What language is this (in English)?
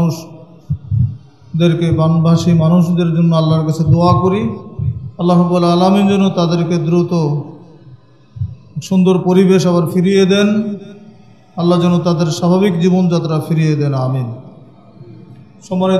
Bangla